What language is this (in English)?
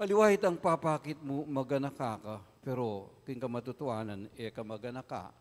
Pampanga